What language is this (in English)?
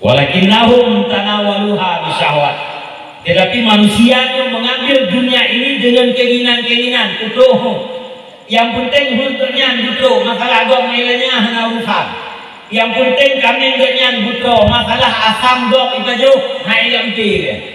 Achinese